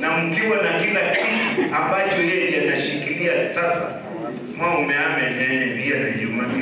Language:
Kamba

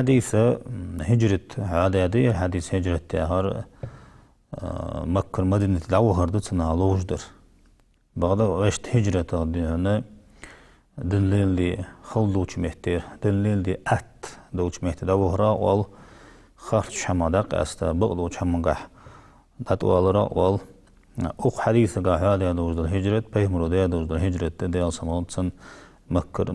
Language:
Ingush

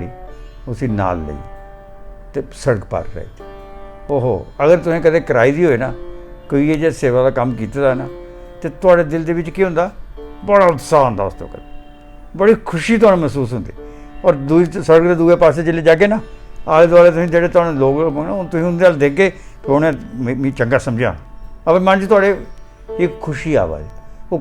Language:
Dogri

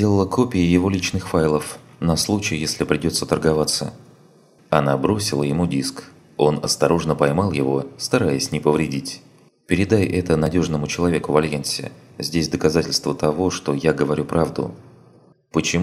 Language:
Russian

